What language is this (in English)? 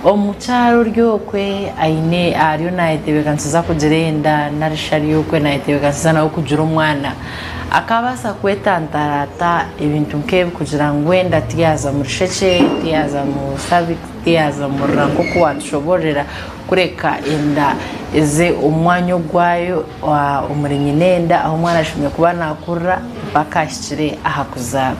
Nyankole